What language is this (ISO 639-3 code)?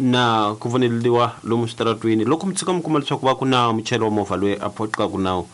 tso